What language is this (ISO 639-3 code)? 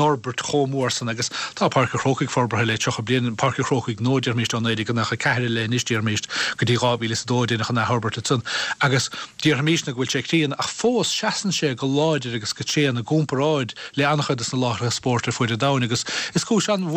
gle